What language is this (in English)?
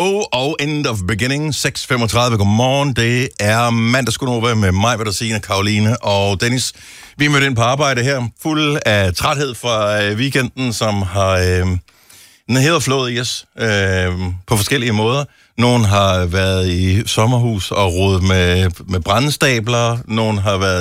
Danish